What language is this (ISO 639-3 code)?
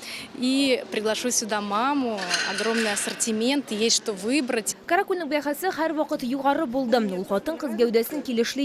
tat